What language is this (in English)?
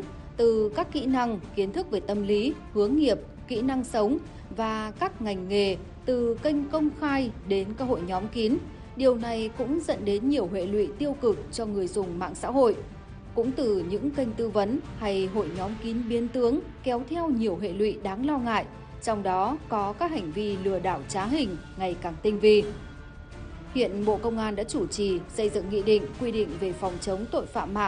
Vietnamese